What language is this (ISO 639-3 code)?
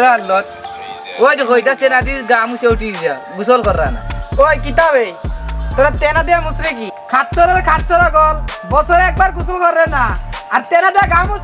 syl